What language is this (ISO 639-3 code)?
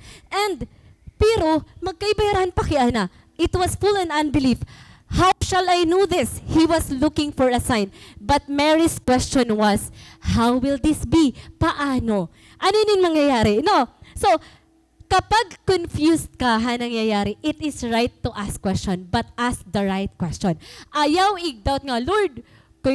war